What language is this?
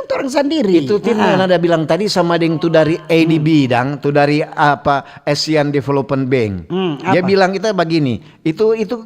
Manado Malay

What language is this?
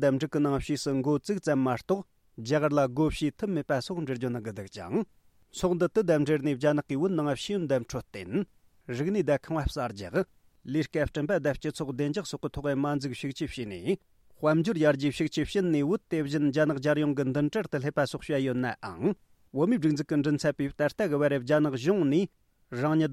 Tibetan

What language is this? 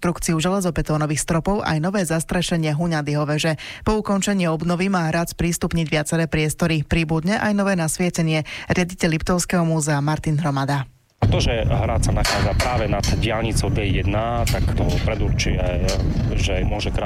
Slovak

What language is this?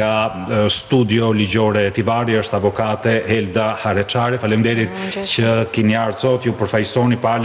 Albanian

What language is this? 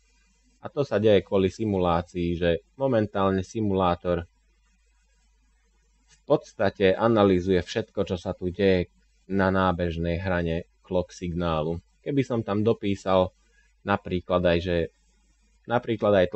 Slovak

